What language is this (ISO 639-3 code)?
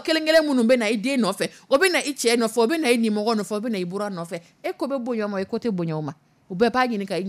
dyu